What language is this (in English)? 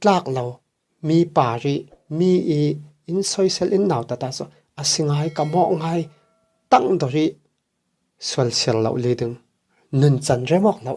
Falam Chin